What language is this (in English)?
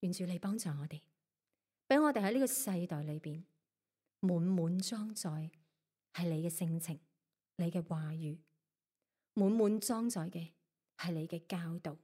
Cantonese